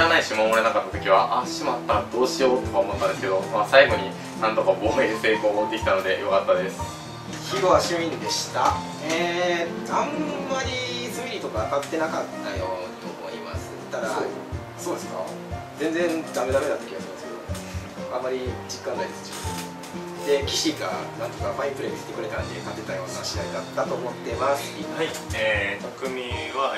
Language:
Japanese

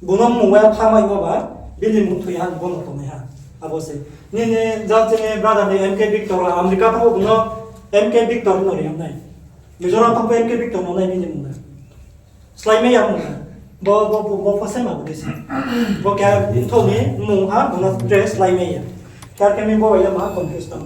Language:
Riang (India)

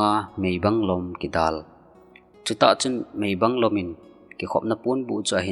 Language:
Thado Chin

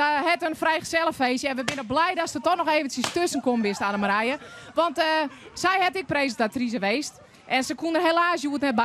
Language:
Western Frisian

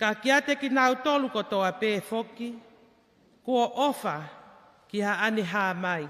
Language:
Tongan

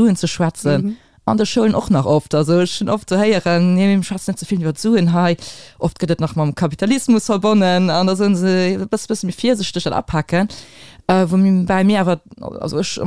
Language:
Luxembourgish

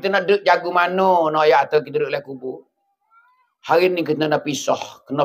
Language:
Pattani Malay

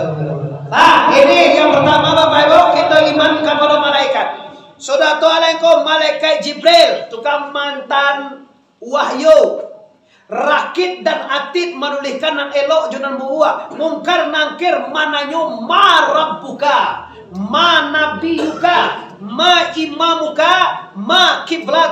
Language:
Minangkabau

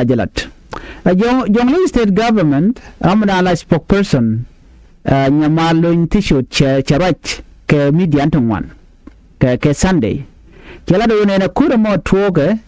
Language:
Nuer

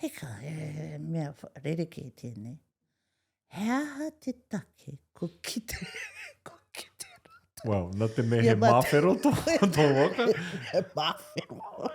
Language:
Māori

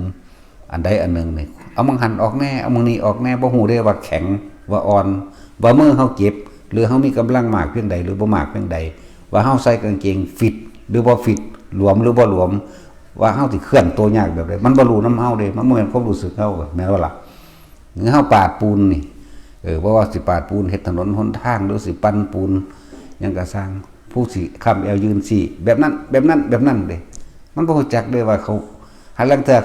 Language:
Northeastern Thai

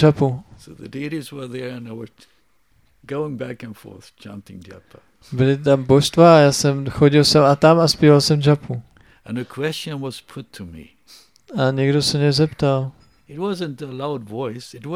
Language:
Czech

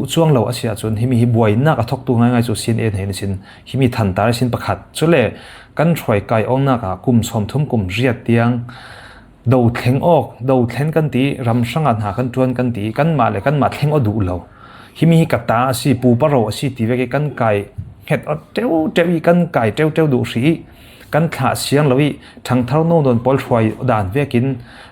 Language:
Falam Chin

